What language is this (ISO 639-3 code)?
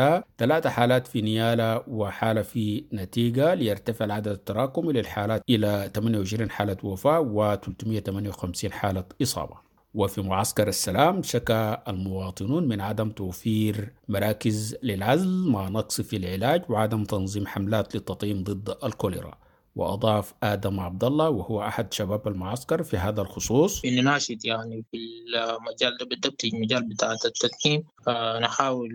apd